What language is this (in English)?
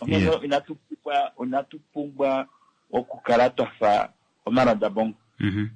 Kuanyama